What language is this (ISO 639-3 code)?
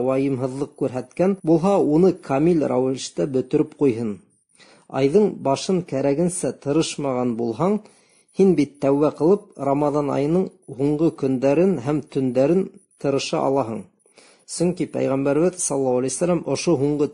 bak